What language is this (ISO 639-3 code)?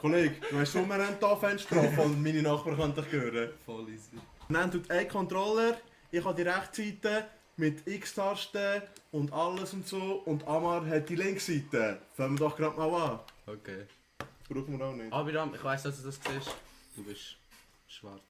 gsw